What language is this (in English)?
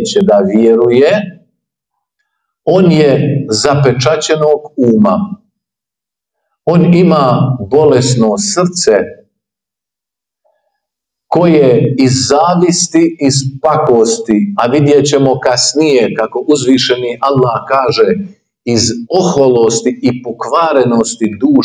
Bosnian